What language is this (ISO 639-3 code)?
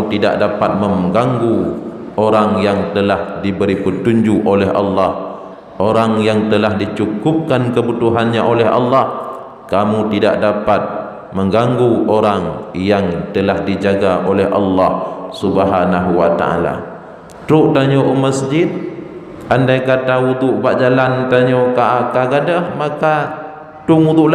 ace